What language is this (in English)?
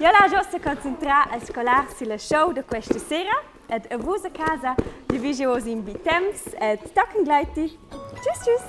Romansh